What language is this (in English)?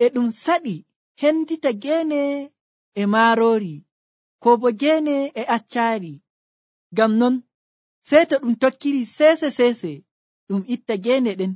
Nigerian Fulfulde